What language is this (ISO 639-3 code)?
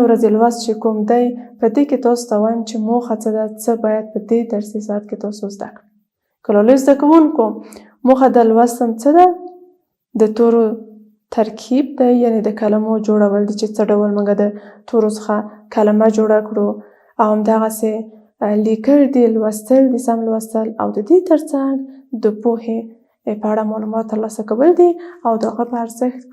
pus